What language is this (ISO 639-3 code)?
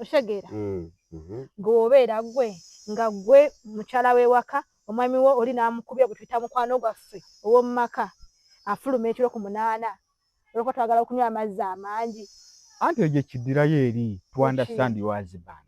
lug